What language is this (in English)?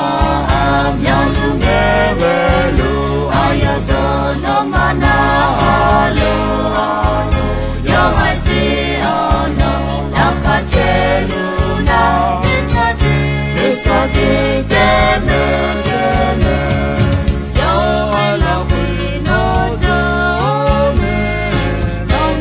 Akha